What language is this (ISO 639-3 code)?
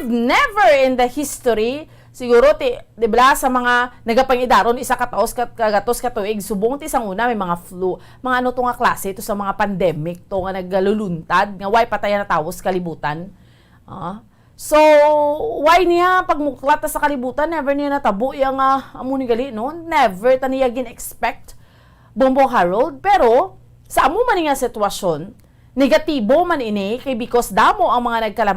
hil